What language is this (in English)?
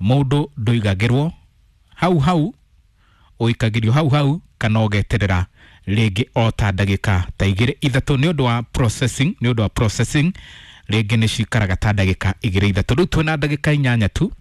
Kikuyu